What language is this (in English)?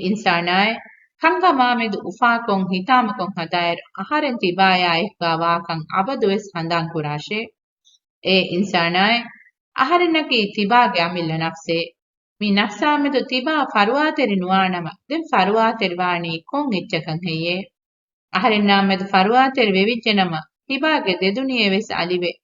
Divehi